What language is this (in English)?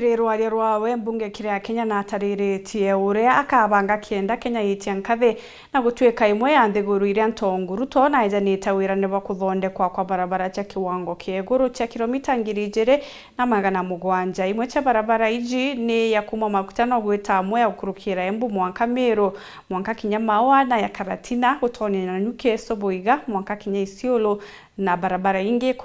Meru